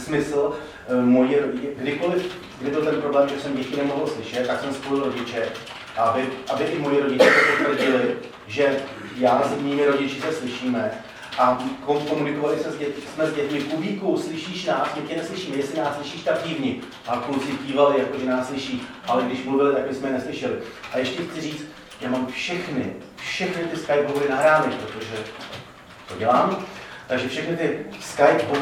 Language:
Czech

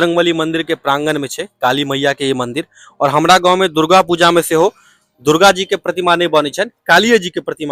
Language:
Maithili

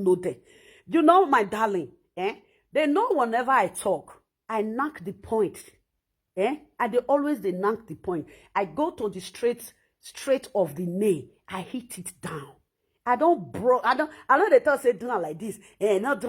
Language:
Nigerian Pidgin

